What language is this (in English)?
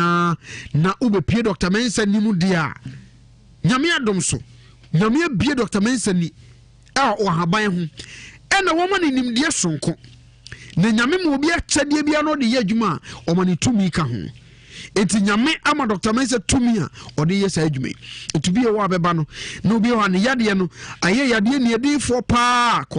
Akan